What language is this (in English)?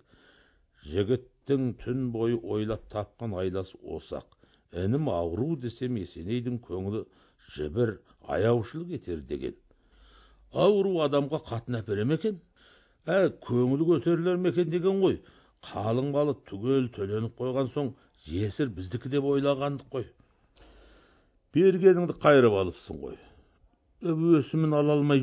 Kazakh